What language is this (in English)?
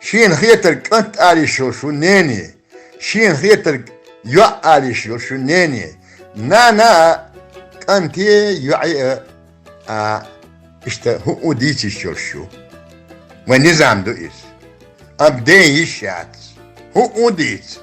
Chechen